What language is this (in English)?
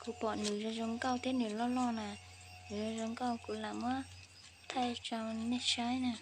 Hmong